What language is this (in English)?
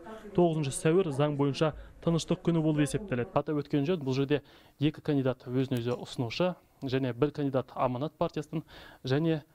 Kazakh